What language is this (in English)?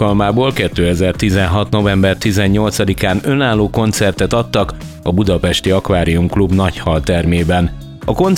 Hungarian